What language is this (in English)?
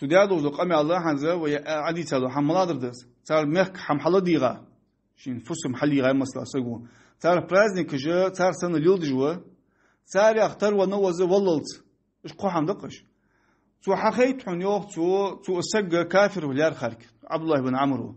Ingush